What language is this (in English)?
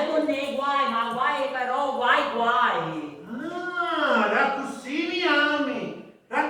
Sicilian